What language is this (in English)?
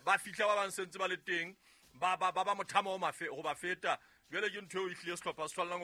Southern Sotho